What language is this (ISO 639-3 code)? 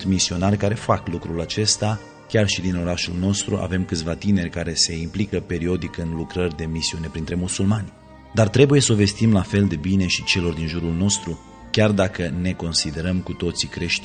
ron